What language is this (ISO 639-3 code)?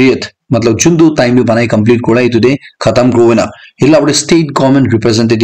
nag